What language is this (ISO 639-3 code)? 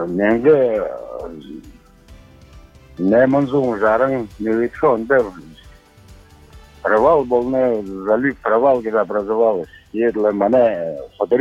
bua